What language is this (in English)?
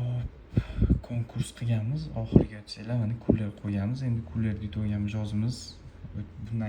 Uzbek